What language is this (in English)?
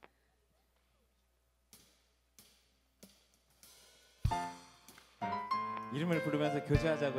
Korean